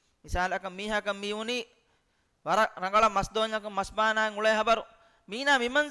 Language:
Divehi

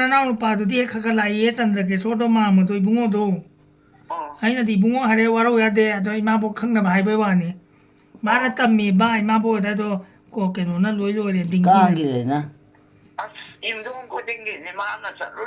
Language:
Manipuri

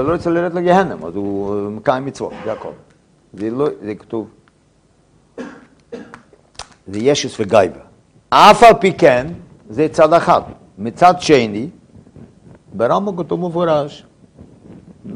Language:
Hebrew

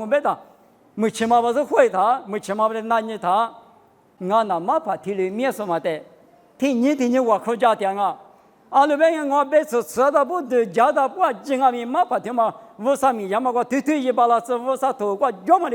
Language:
Lisu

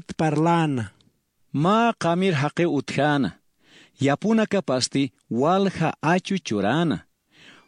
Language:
Aymara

